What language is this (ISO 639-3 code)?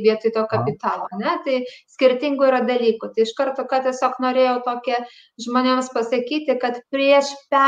lit